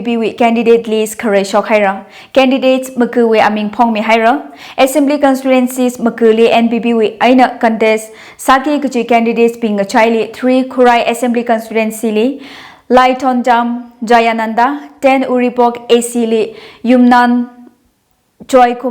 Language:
Tangkhul Naga (India)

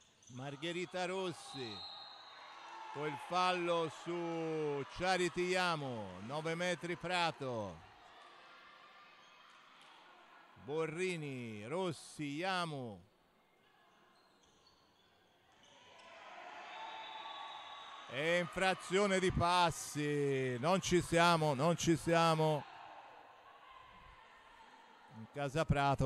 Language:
Italian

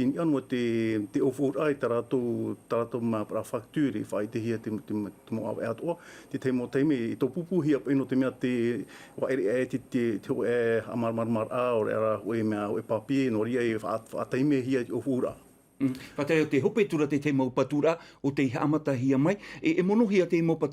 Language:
Tahitian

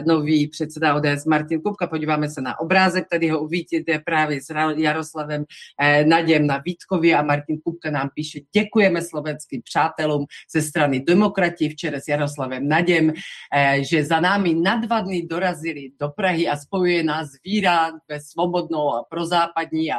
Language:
Czech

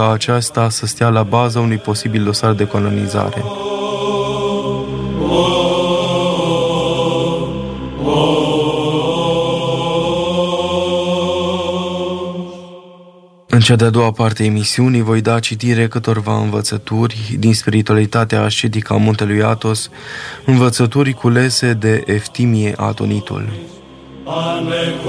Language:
Romanian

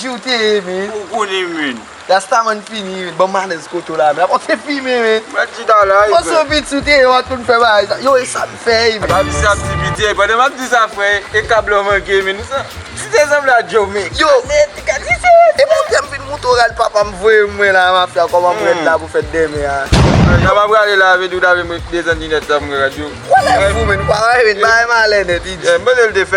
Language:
Haitian Creole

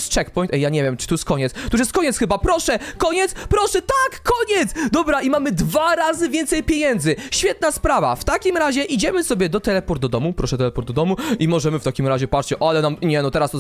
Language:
Polish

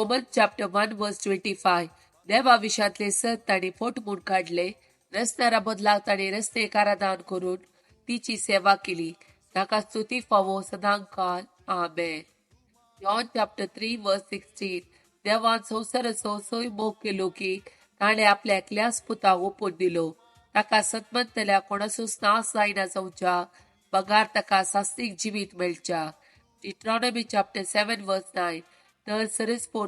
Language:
Konkani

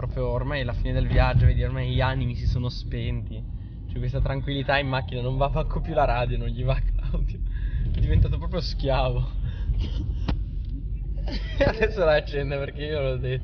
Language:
Italian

